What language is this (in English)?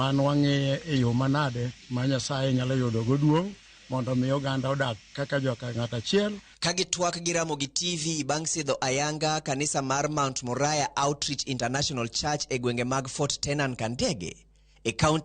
Luo (Kenya and Tanzania)